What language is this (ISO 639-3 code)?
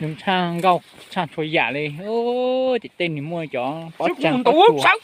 hmn